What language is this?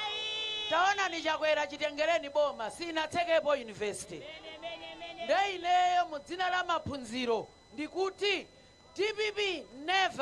Nyanja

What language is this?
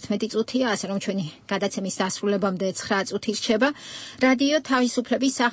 Georgian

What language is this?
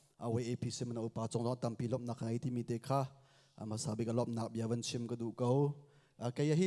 Hakha Chin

